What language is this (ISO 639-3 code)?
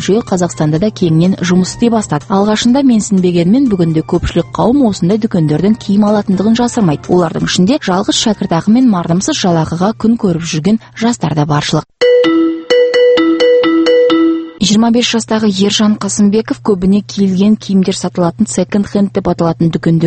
kaz